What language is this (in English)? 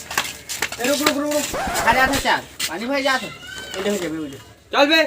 Chhattisgarhi